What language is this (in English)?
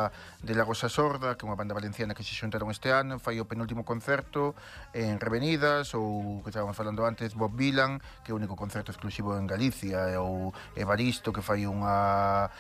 Galician